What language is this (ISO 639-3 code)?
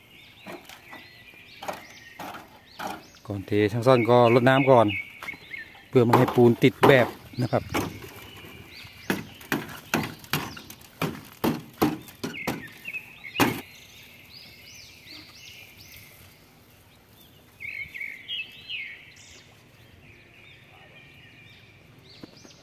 tha